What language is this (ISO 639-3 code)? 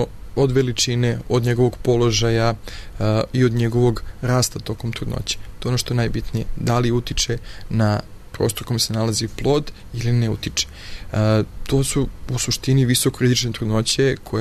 srp